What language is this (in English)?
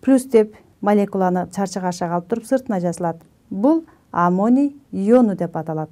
Kyrgyz